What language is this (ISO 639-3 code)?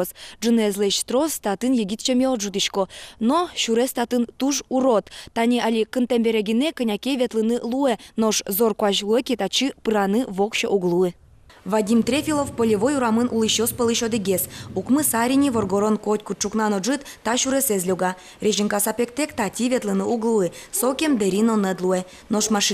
udm